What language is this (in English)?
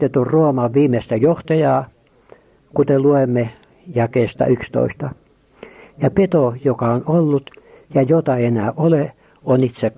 Finnish